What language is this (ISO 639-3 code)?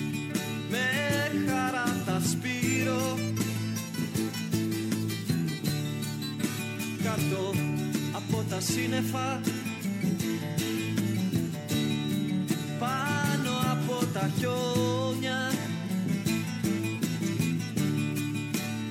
ell